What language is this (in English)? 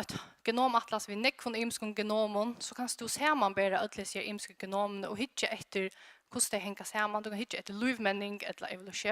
Faroese